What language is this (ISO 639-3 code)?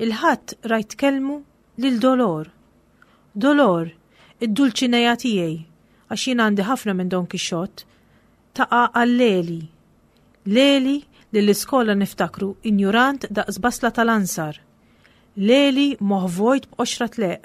mlt